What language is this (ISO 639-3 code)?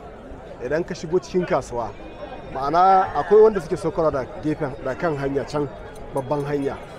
hau